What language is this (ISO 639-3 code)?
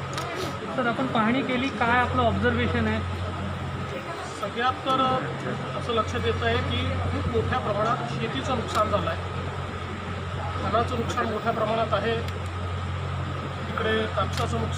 mar